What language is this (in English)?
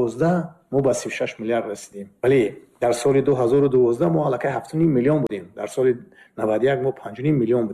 Tajik